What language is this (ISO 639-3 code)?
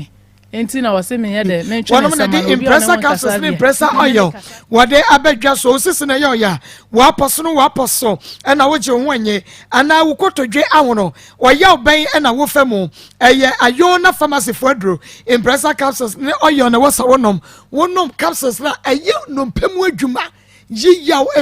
aka